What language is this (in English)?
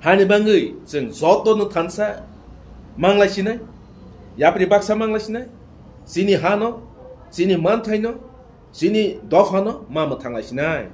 Kok Borok